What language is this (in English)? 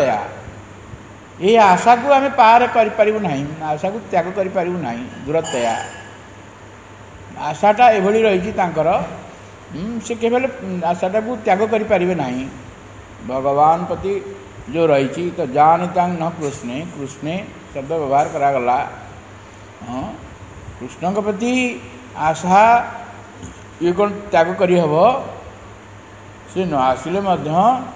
Odia